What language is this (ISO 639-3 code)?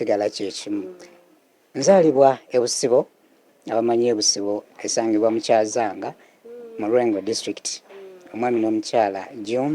lug